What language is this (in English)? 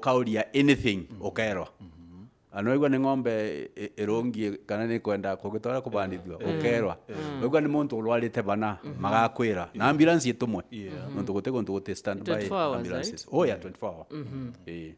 Meru